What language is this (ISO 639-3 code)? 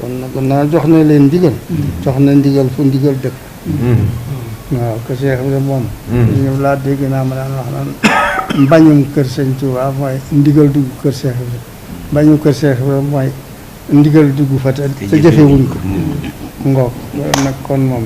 wol